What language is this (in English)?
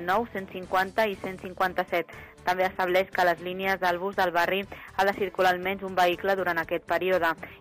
Catalan